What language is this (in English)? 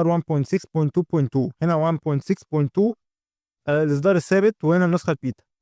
Egyptian Arabic